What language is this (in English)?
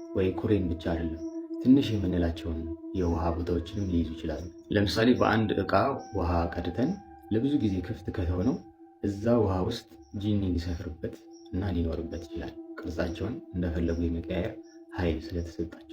Amharic